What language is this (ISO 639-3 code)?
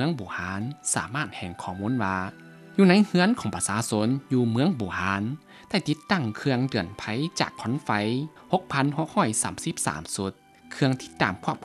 lao